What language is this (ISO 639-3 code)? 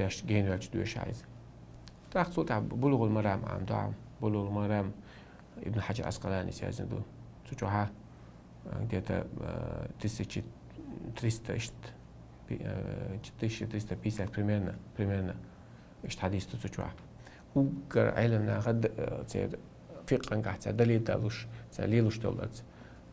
che